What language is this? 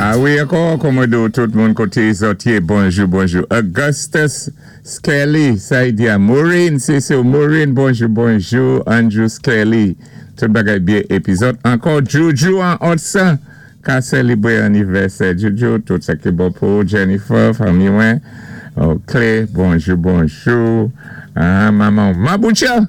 Saint Lucian Creole French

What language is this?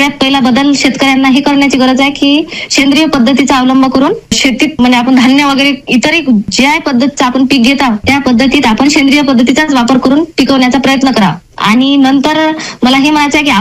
Marathi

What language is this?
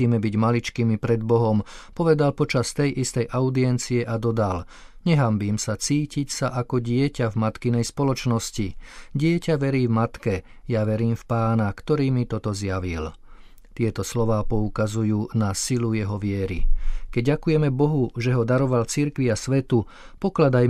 Slovak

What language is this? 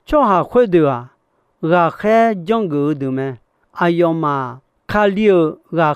Akha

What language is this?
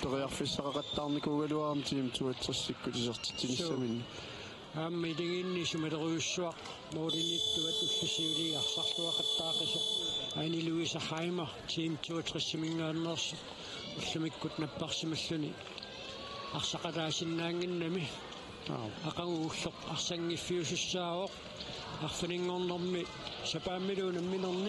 Kalaallisut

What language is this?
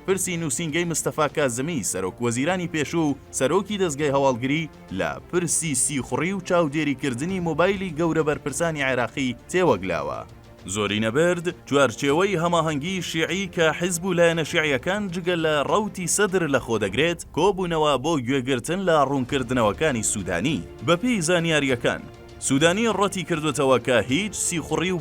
Central Kurdish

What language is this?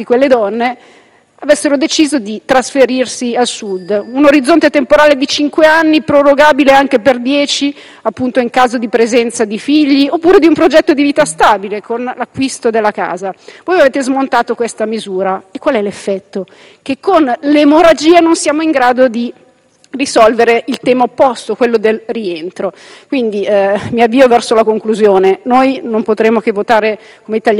Italian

